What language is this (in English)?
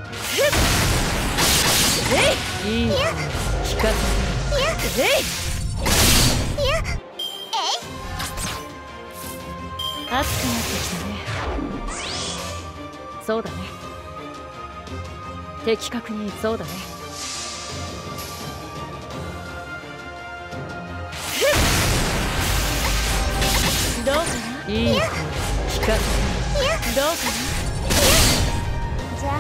Japanese